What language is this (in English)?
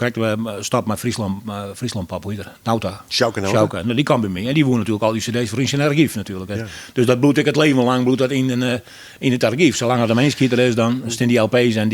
Western Frisian